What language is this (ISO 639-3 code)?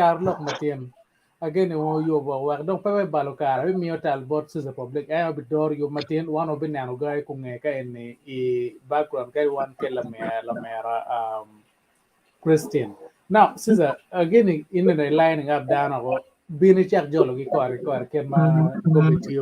ach